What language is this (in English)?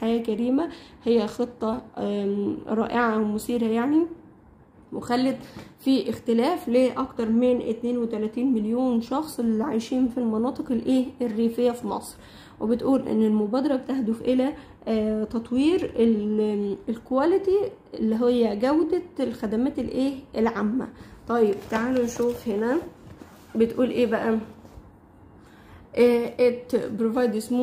Egyptian Arabic